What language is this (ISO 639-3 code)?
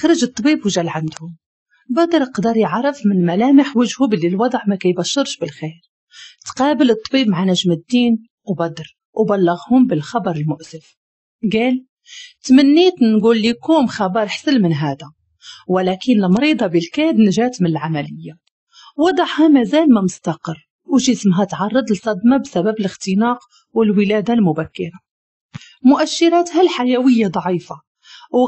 ary